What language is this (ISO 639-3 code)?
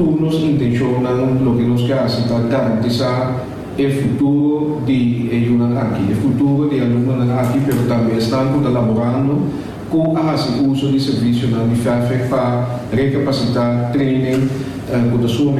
pap